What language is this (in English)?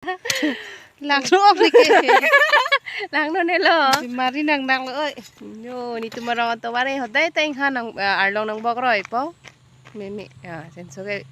Karbi